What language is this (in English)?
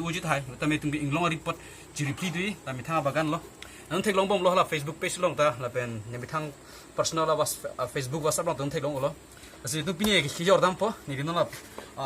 Karbi